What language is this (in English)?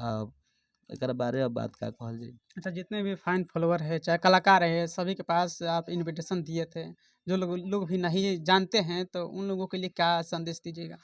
Bhojpuri